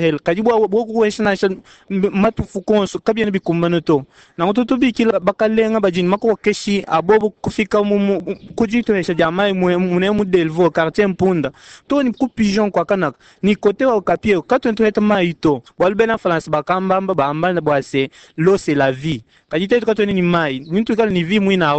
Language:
Luba-Lulua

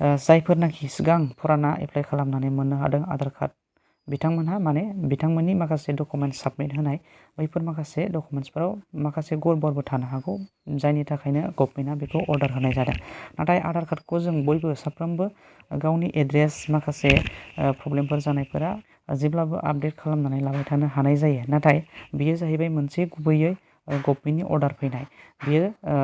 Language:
Bodo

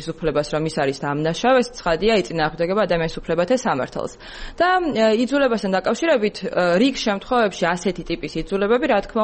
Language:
Georgian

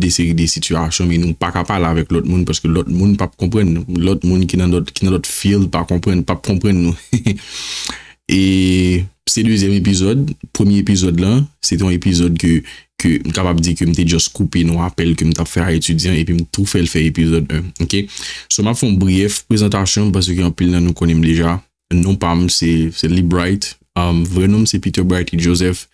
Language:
Haitian Creole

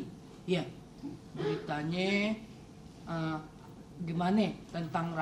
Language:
Betawi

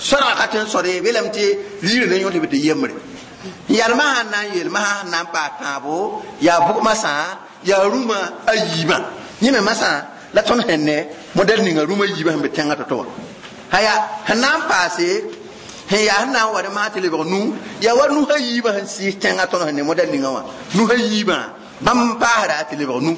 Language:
Mossi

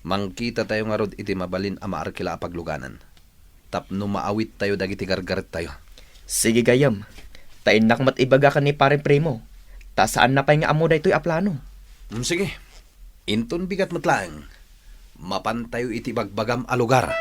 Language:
Iloko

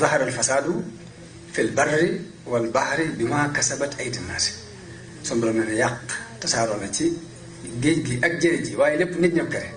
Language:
Wolof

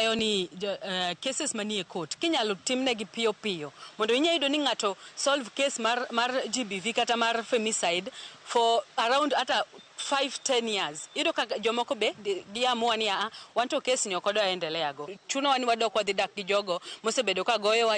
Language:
Luo (Kenya and Tanzania)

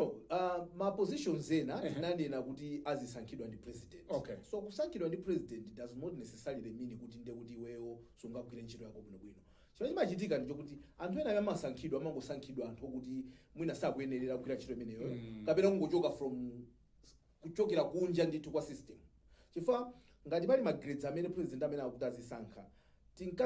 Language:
Nyanja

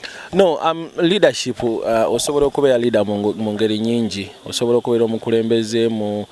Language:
Ganda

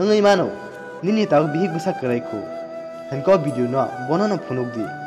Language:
Kok Borok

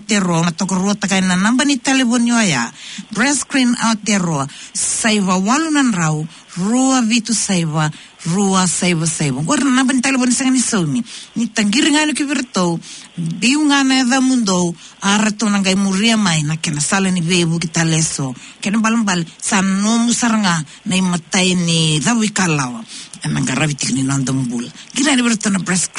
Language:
Fijian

